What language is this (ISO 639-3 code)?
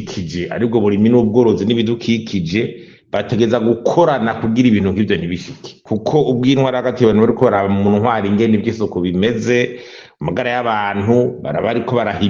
run